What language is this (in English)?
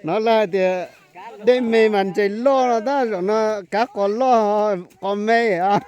Hmong